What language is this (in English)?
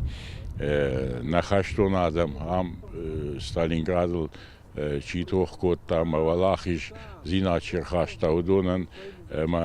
Ossetic